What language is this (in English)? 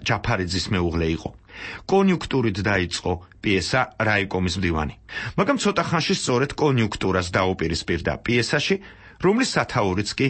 Georgian